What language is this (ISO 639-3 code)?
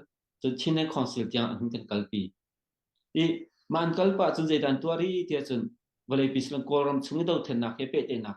cnh